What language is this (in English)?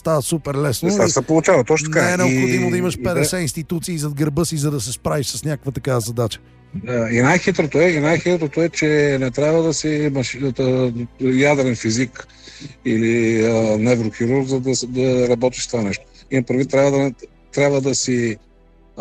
Bulgarian